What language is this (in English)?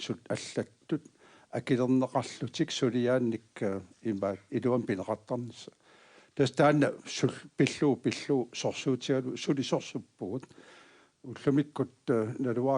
Kalaallisut